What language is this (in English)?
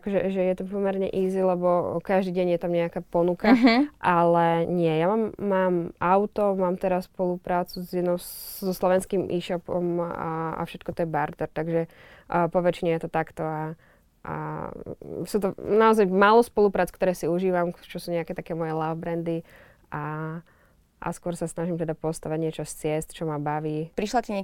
Slovak